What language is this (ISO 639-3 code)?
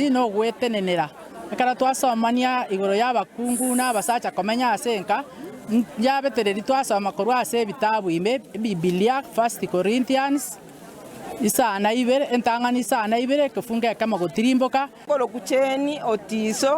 guz